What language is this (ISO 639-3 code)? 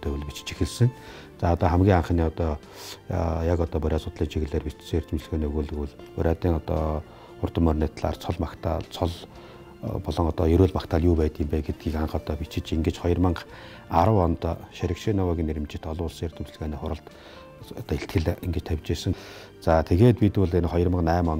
mon